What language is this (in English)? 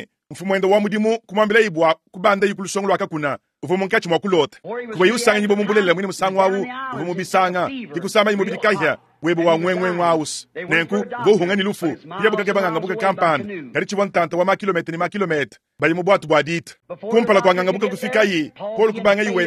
Luba-Lulua